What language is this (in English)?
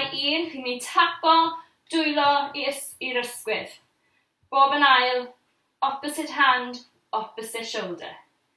Welsh